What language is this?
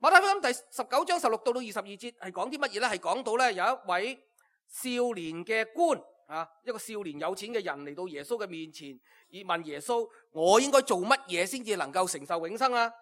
Cantonese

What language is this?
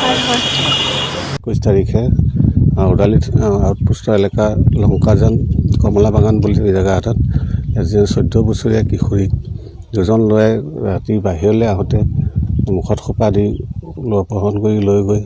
Assamese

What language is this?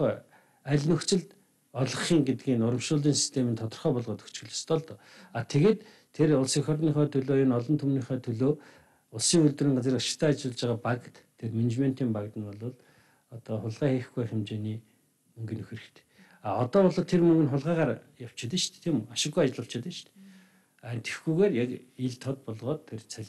Mongolian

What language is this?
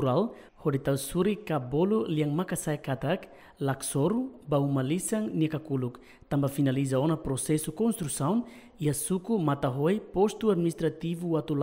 Tetum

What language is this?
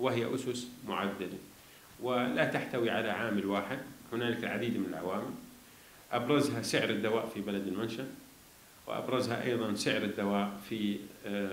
Arabic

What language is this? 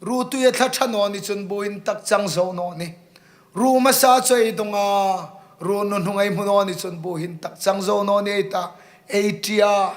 Hmar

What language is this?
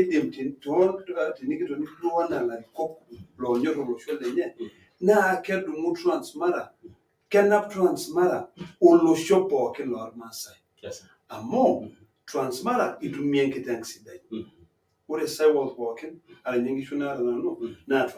Masai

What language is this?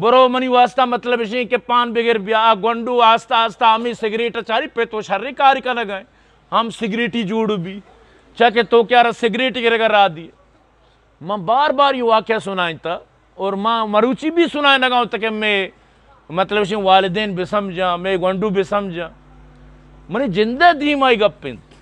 Eastern Balochi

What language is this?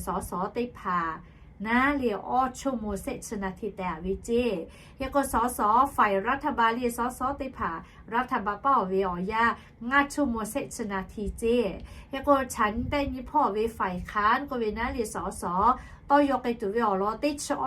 Lahu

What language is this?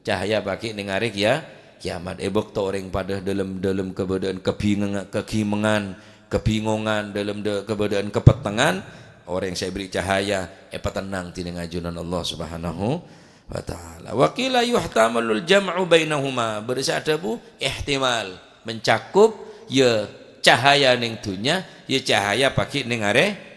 Madurese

